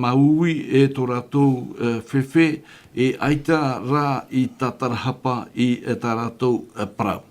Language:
Tahitian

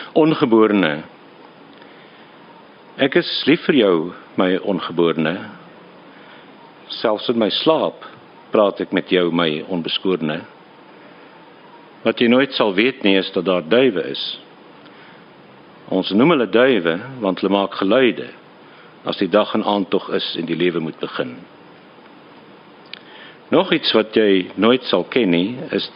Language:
Afrikaans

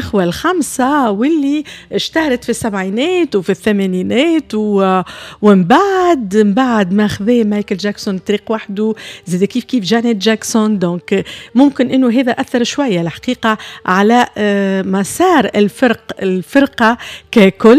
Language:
Tunisian Arabic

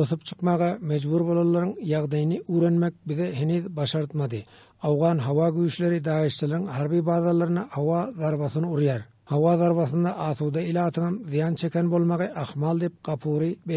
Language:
Turkmen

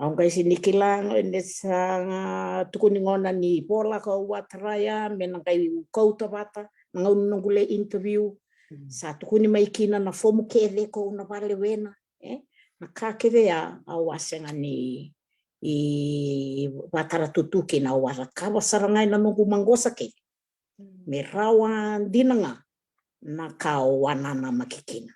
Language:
Fijian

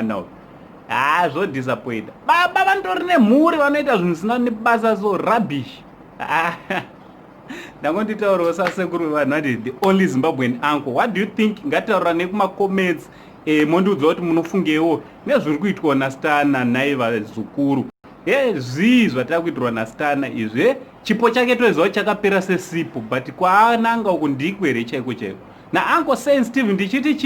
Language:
Shona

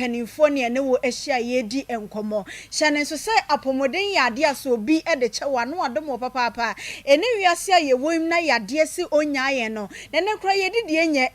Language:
Akan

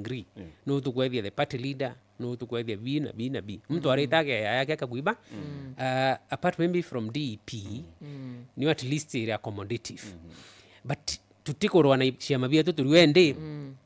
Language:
Meru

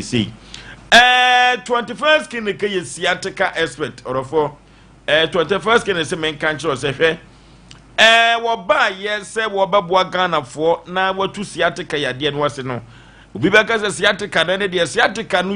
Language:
Akan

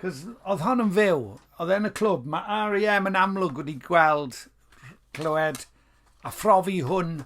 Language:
Welsh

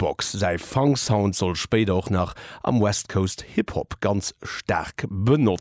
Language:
Luxembourgish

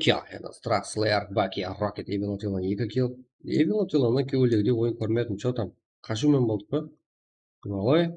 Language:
Kara-Kalpak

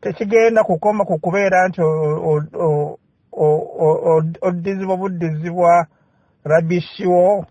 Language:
Ganda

